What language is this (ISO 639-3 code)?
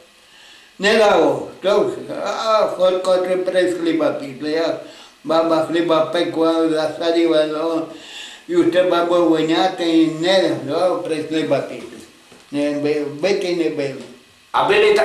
rue